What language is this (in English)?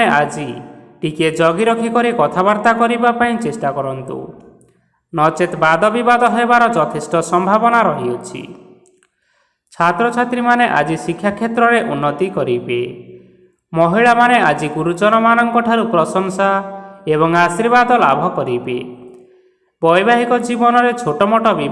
Odia